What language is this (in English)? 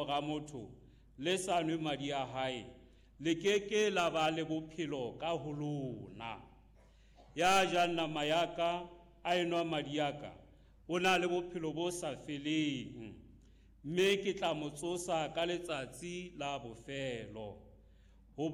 Southern Sotho